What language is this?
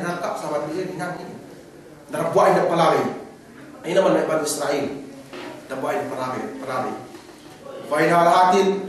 Yakan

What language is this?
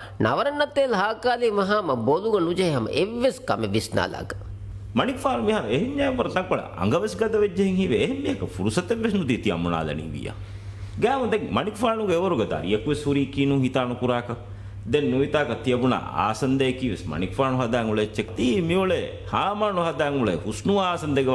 Divehi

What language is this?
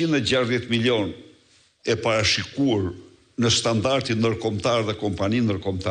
Albanian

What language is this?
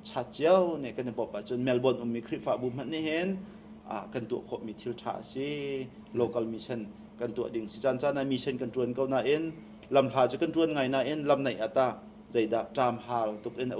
Hakha Chin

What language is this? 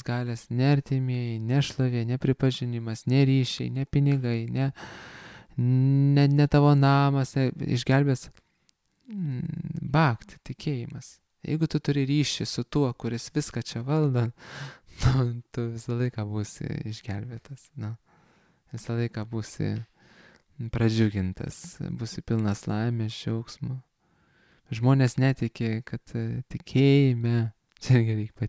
Lithuanian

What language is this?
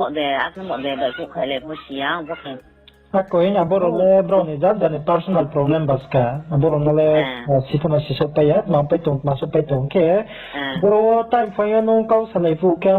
Riang (India)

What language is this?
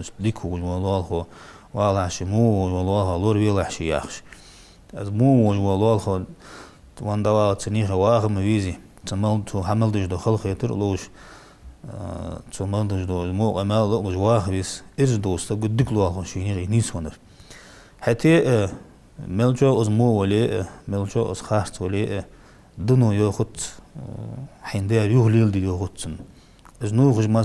Ingush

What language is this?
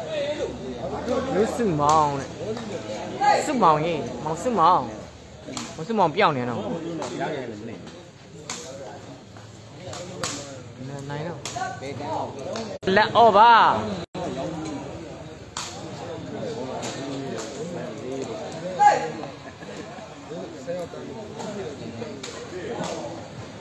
Burmese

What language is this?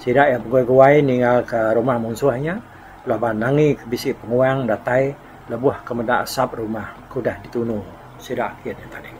Iban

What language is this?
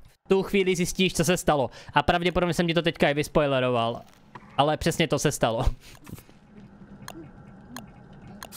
Czech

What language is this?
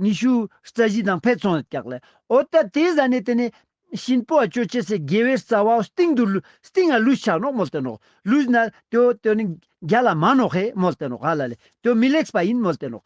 Ladakhi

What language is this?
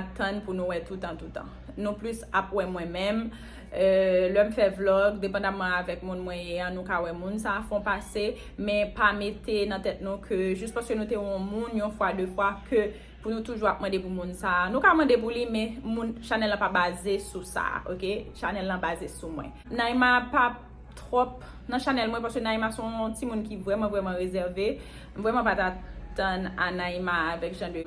Haitian Creole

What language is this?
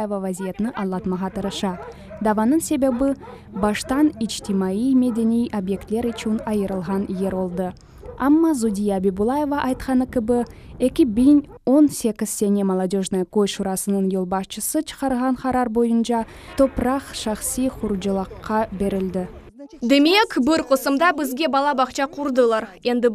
Crimean Tatar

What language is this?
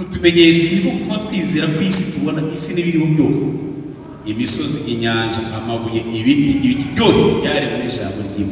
Kinyarwanda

